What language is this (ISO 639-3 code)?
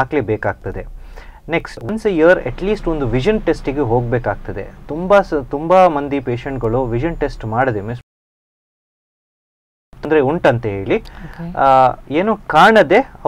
kan